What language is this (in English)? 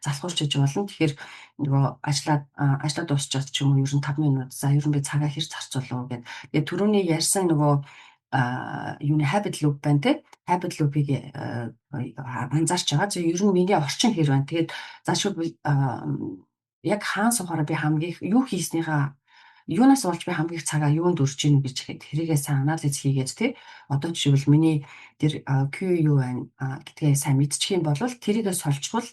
Mongolian